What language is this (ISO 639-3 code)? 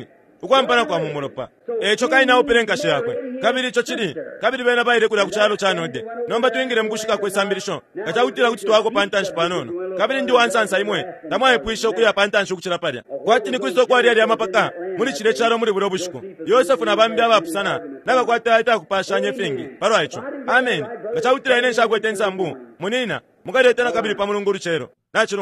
bem